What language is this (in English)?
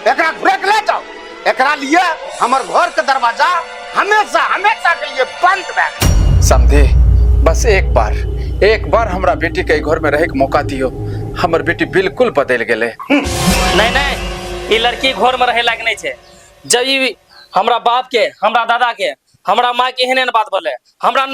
Maithili